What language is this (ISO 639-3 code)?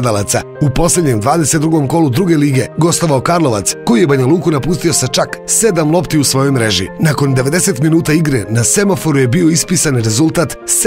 srp